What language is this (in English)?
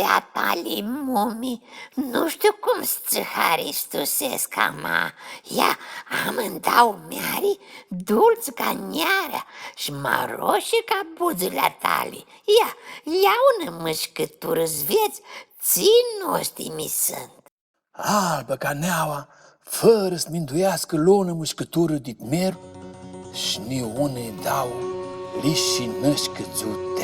Aromanian